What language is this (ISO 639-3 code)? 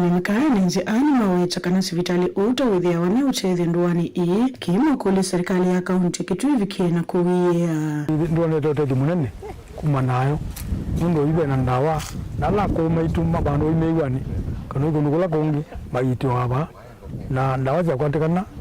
kam